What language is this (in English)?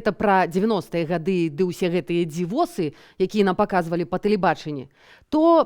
Belarusian